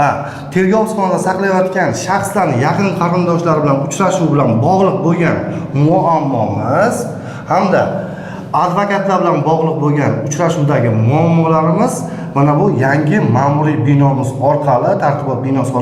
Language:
Uzbek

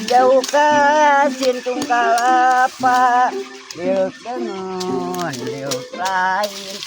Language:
Sundanese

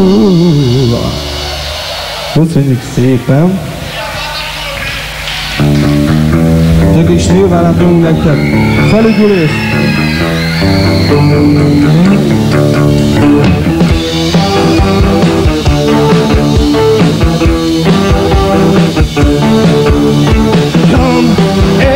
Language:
Hungarian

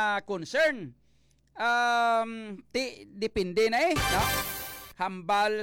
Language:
Hiligaynon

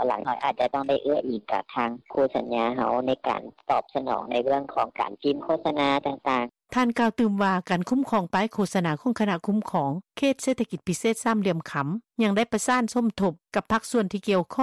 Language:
Lao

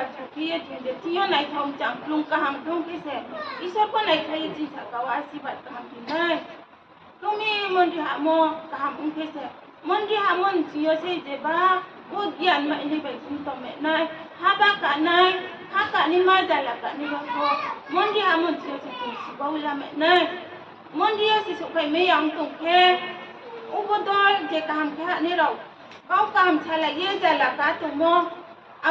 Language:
Riang (India)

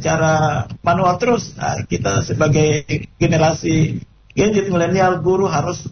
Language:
Indonesian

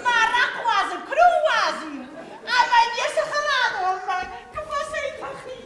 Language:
Ossetic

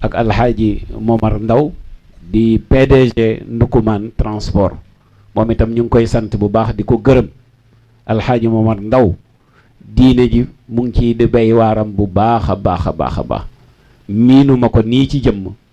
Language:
Wolof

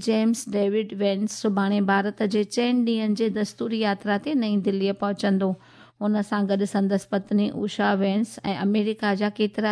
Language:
Sindhi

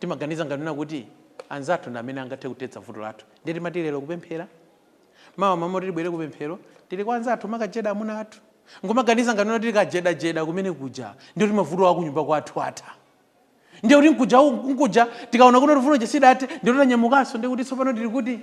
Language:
Nyanja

